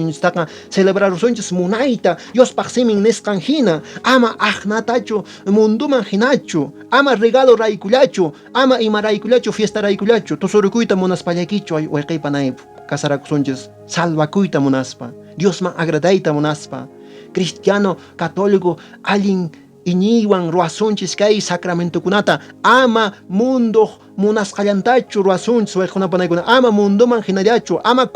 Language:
Quechua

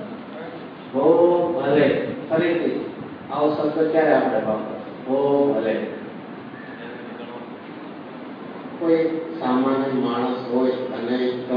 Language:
Gujarati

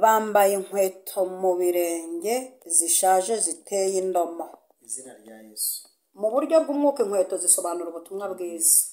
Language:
Kinyarwanda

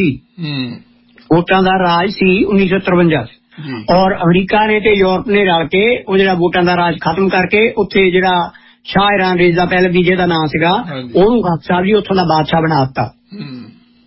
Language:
Punjabi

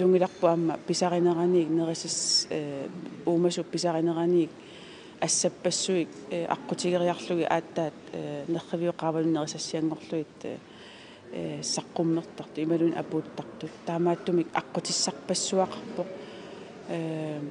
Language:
Kalaallisut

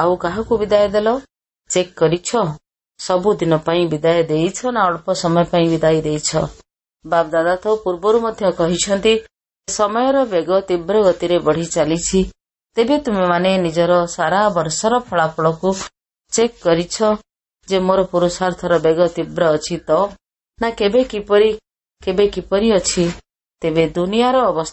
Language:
Odia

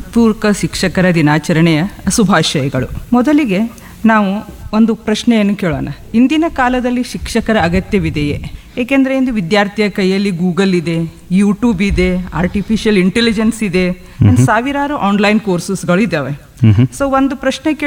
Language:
Kannada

